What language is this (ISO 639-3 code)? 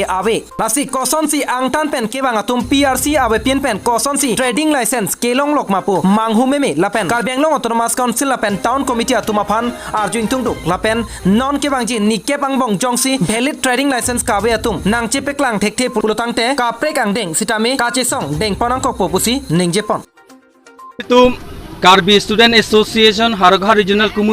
mjw